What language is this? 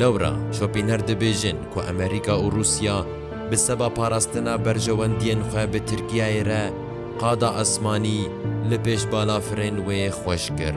Kurdish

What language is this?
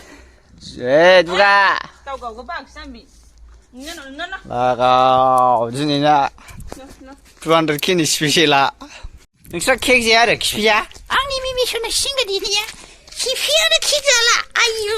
Bodo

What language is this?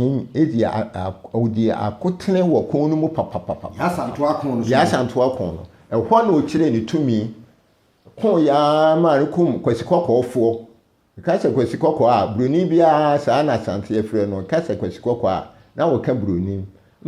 Akan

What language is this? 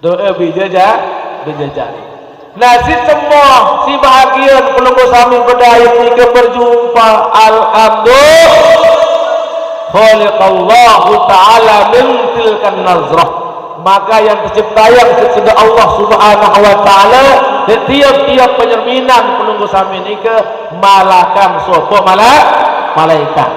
Sasak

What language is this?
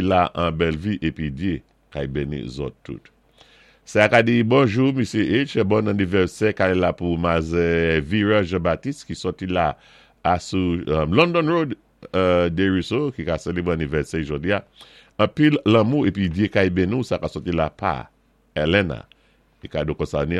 Saint Lucian Creole French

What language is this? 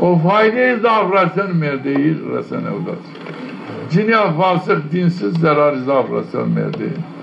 Zaza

